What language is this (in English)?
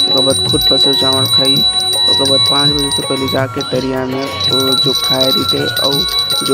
Chhattisgarhi